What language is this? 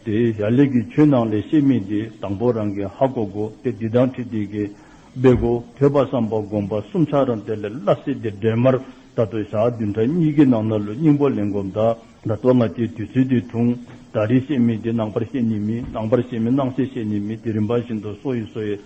Dzongkha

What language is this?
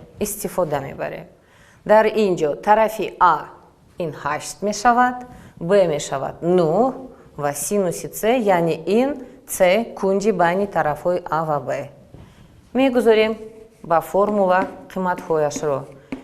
Tajik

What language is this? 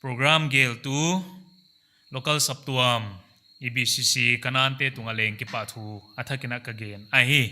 Paite Chin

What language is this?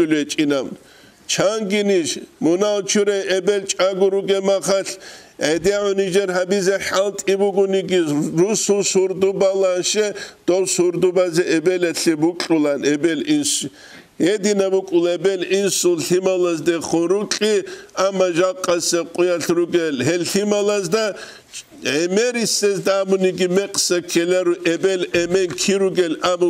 Avaric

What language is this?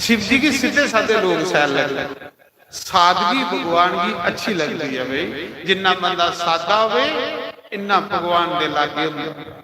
Dogri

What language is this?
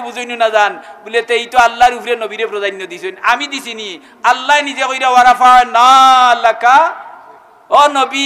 Sylheti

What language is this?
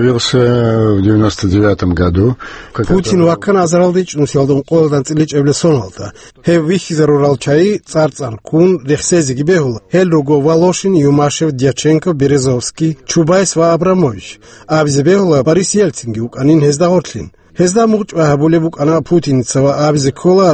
Avaric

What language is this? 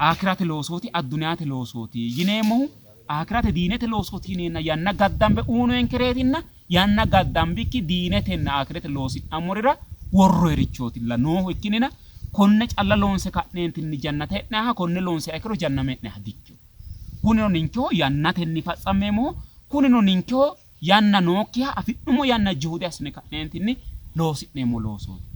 Sidamo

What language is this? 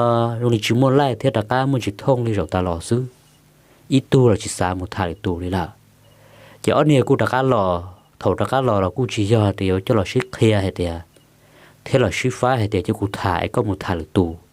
Hmong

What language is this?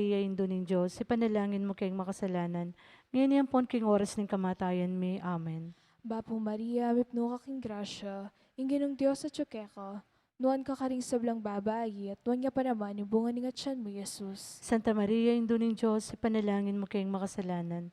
Pampanga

